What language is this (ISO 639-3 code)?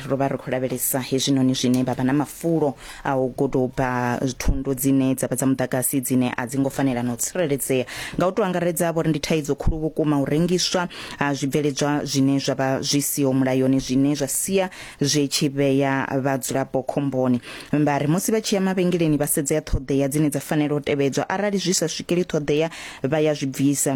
ven